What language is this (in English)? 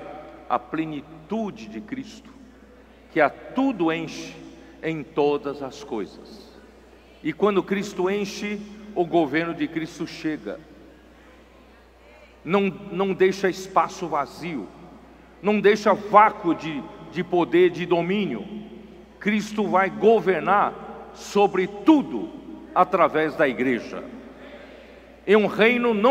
Portuguese